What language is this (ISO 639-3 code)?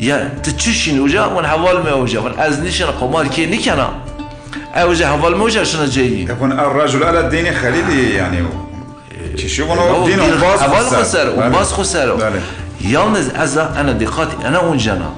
zza